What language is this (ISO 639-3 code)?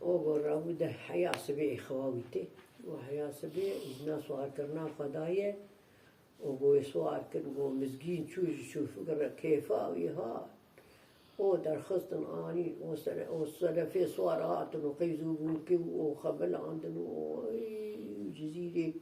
kur